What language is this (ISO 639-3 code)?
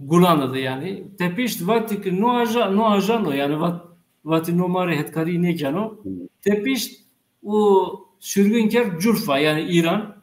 zza